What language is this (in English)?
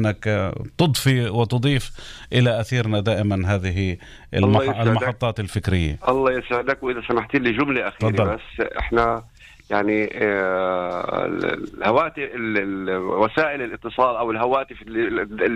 North Levantine Arabic